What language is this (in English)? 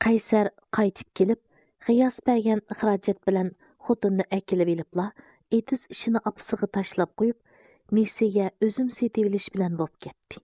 Uyghur